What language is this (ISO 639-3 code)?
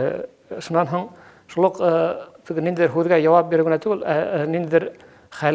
bak